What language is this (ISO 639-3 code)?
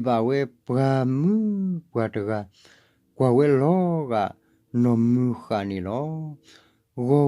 ksw